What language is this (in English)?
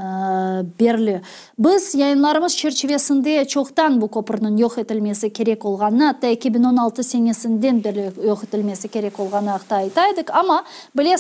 Crimean Tatar